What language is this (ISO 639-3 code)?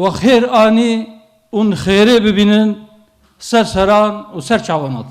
kur